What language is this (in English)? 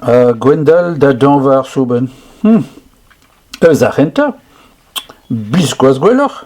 Breton